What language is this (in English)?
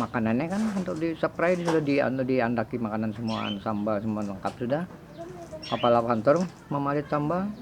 Banjar